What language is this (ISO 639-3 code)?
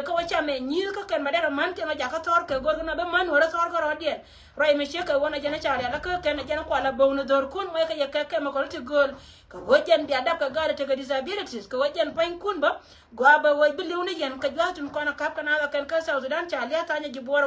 nus